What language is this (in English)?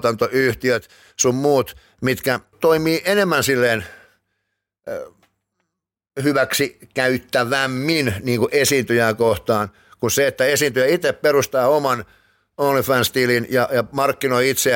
Finnish